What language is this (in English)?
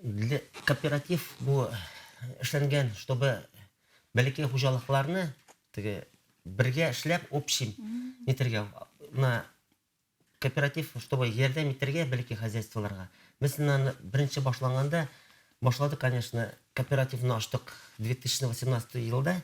Bashkir